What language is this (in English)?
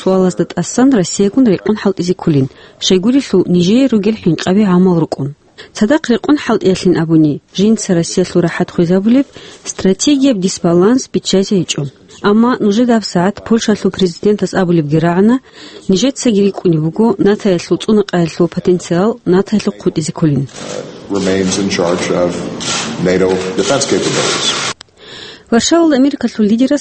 Avaric